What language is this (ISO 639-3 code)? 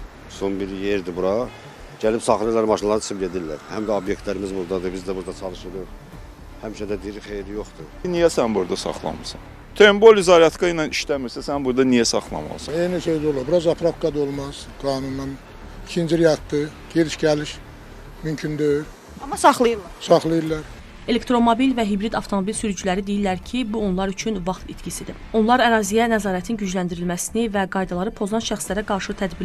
aze